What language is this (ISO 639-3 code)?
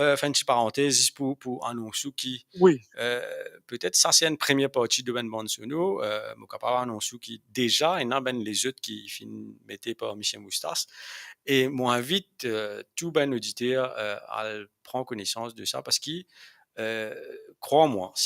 mfe